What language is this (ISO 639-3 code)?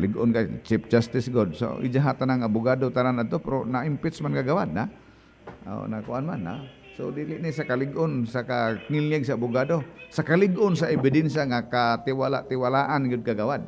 ceb